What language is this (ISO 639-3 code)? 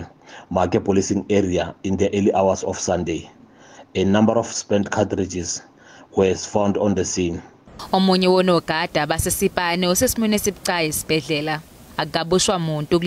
zul